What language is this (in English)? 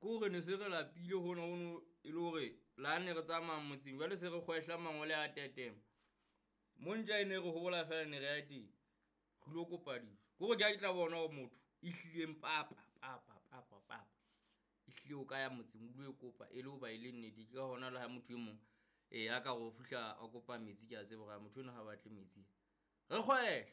Southern Sotho